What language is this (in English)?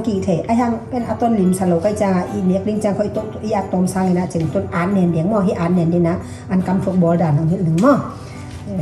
Tedim Chin